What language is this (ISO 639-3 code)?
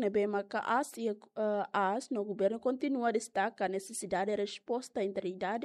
tet